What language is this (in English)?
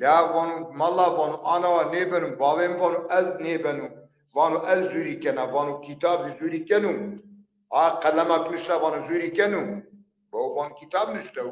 Zaza